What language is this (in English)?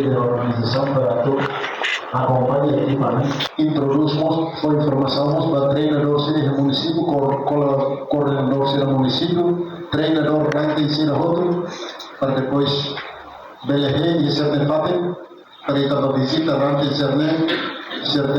Tetum